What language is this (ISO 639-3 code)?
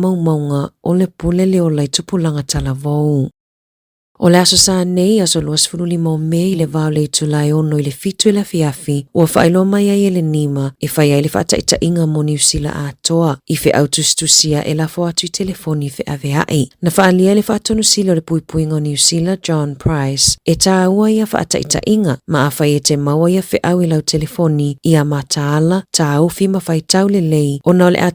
smo